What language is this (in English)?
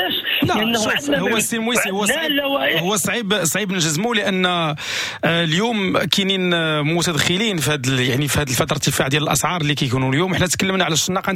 Moroccan Arabic